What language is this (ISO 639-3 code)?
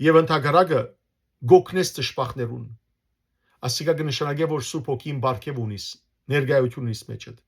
hyw